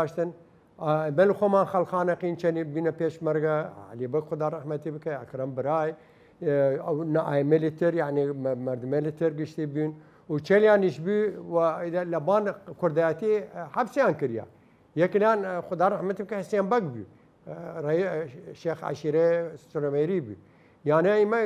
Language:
Southern Kurdish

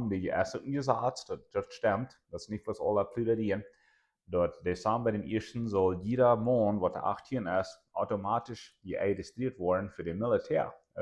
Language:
Plautdietsch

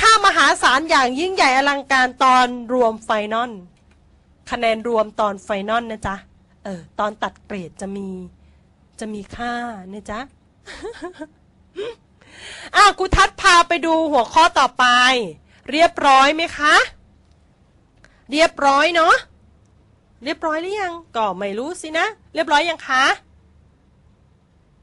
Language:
Thai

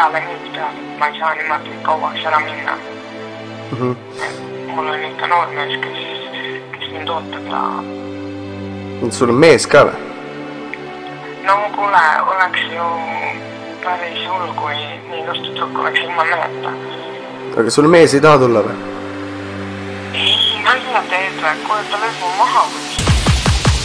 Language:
Estonian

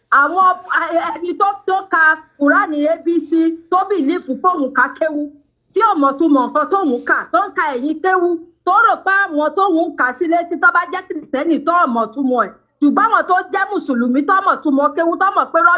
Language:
Yoruba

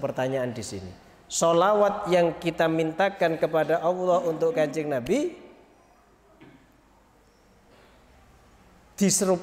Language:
Indonesian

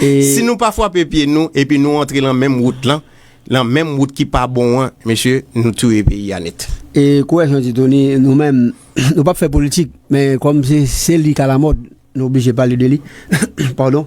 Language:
Haitian Creole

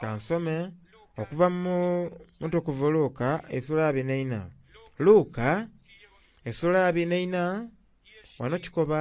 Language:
Soga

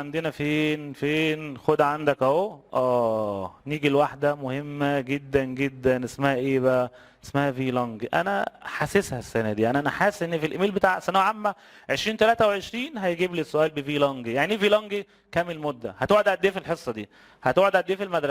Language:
Egyptian Arabic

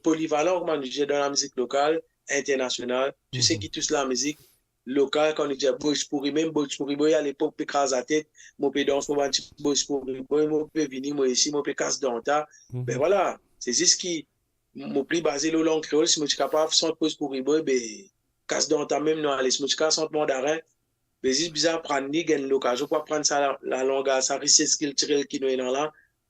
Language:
Morisyen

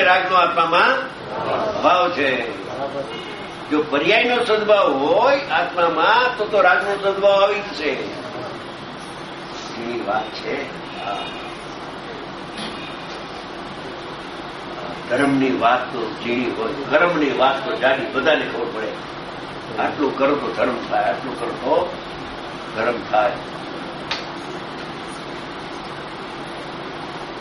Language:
Gujarati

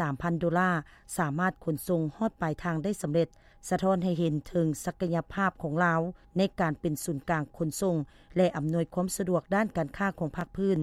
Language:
Lao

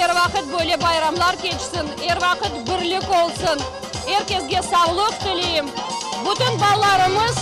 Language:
Crimean Tatar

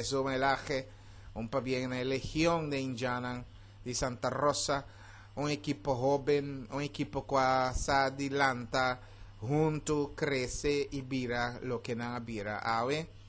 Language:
Papiamento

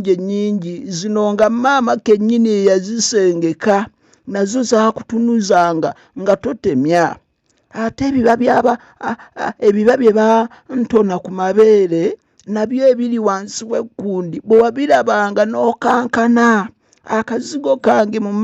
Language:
Ganda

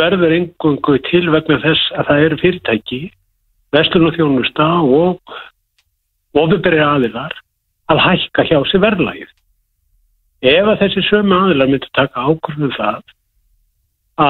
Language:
Icelandic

